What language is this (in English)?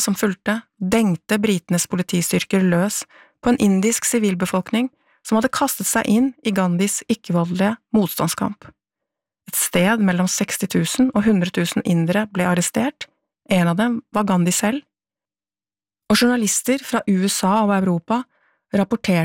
Norwegian